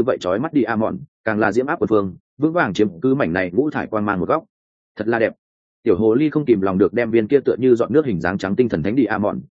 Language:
Vietnamese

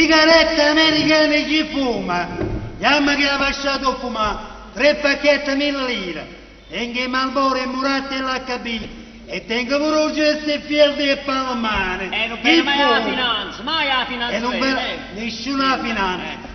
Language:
Neapolitan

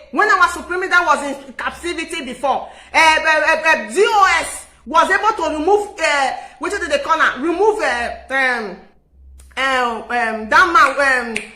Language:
Nigerian Pidgin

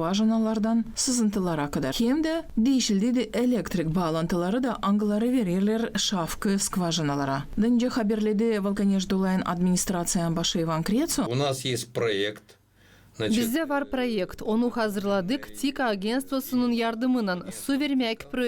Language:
Gagauz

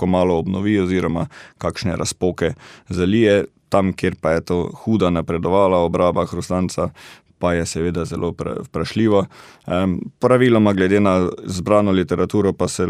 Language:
Slovenian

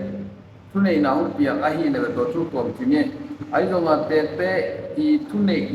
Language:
Tedim Chin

